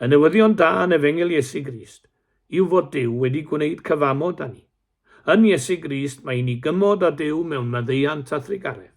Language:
Welsh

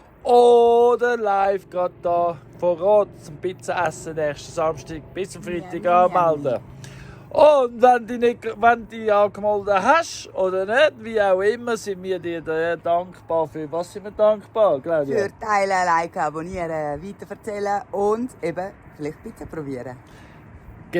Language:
Swiss German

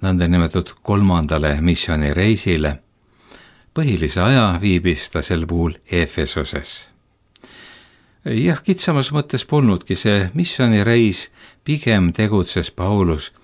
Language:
Estonian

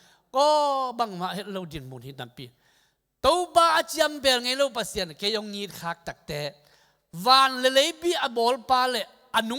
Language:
Tedim Chin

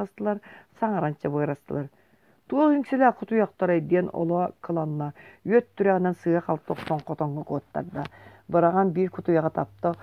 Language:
Yakut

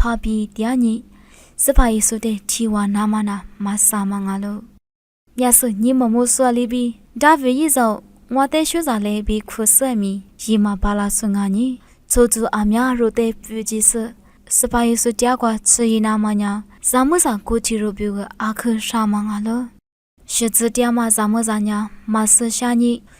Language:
Lisu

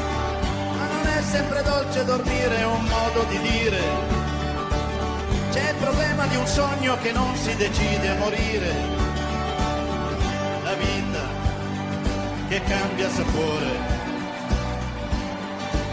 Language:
Italian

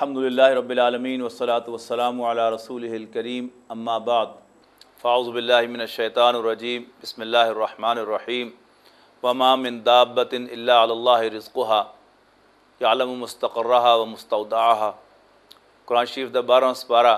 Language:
Western Panjabi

